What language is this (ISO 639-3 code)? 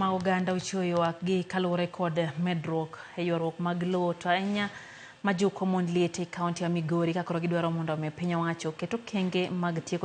luo